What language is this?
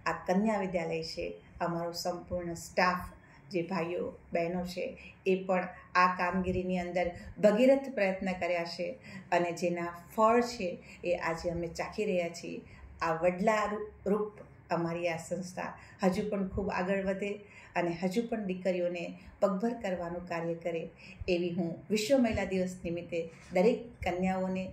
Gujarati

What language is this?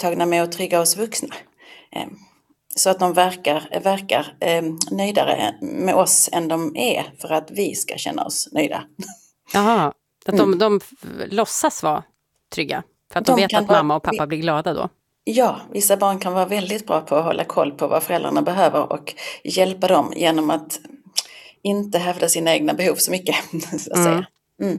Swedish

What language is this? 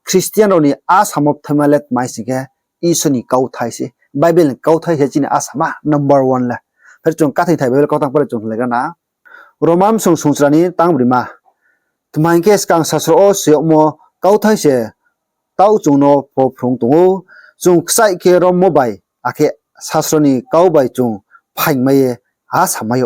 Riang (India)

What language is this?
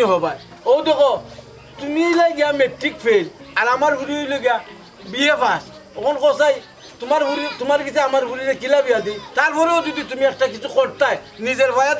Sylheti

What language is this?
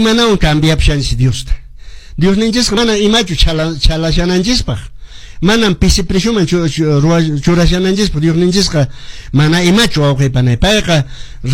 Quechua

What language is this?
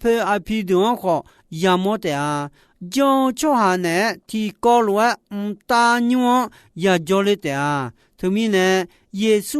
Akha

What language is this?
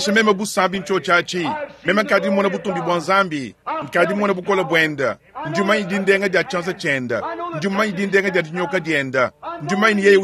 Luba-Lulua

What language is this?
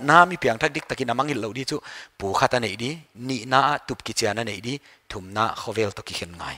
Paite Chin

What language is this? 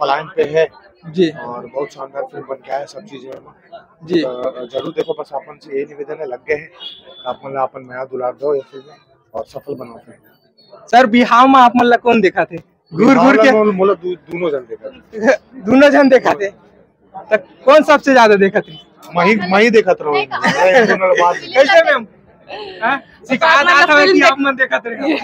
Chhattisgarhi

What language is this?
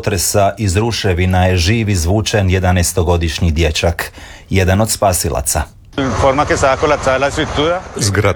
Croatian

